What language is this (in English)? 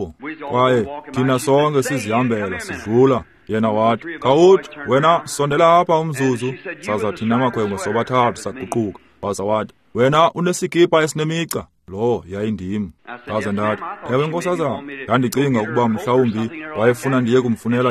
Xhosa